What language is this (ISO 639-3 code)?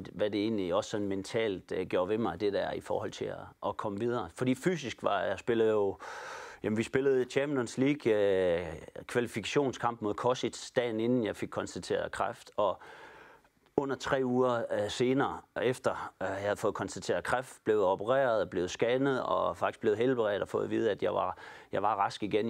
dan